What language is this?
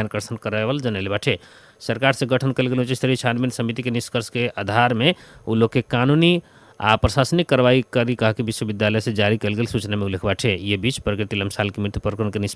Bhojpuri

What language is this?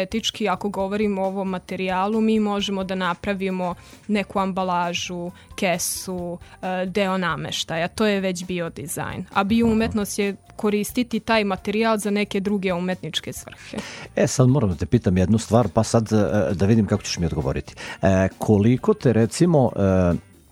Serbian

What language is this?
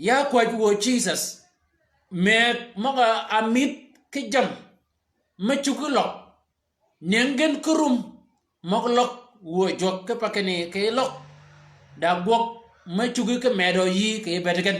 Shilluk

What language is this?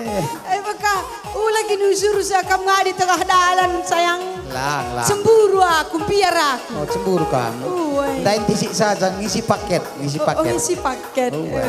Batak Karo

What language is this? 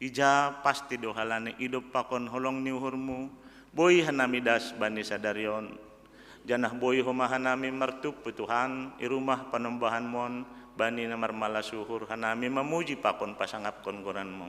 Batak Simalungun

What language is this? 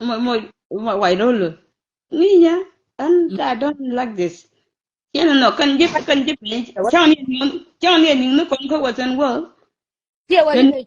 Nuer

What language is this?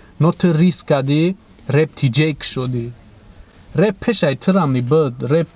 Tajik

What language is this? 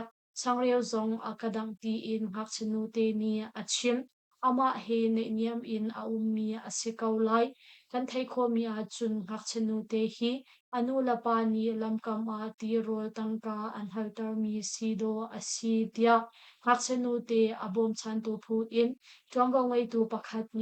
Hakha Chin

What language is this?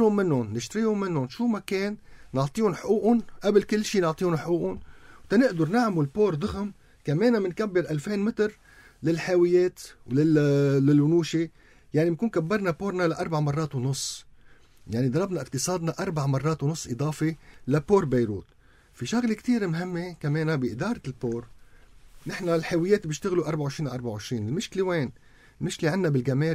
North Levantine Arabic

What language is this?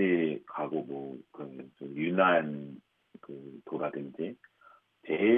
Korean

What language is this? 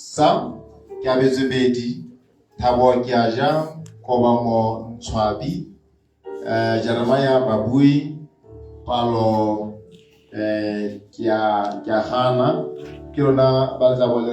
Tswana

